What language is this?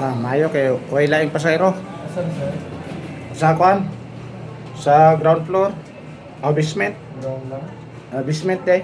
Cebuano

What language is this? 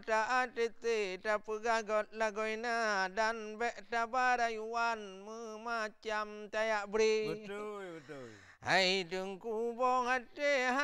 Achinese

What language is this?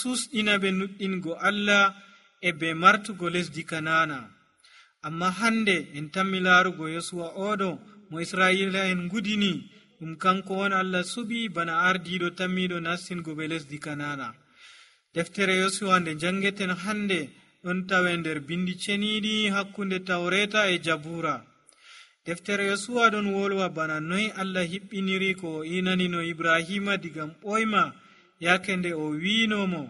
Nigerian Fulfulde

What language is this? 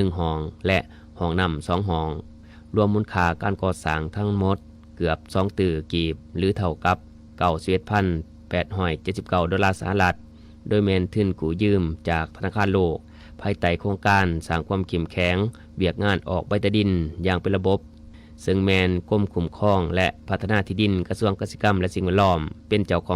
Lao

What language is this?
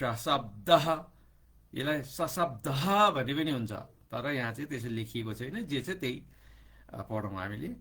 Nepali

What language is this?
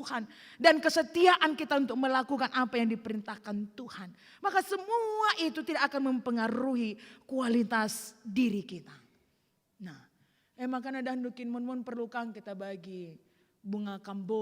Batak Karo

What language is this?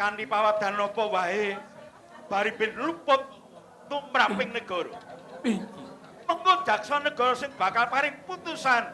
Javanese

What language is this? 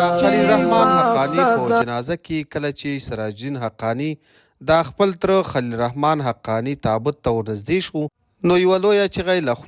Pashto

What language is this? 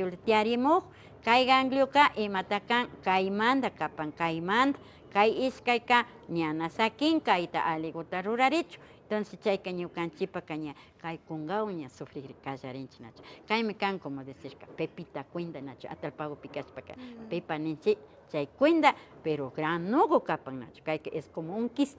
Imbabura Highland Quichua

